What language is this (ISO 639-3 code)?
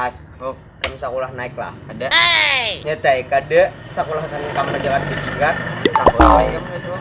bjn